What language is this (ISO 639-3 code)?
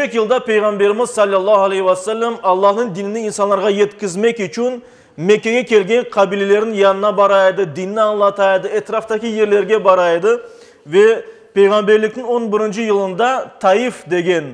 crh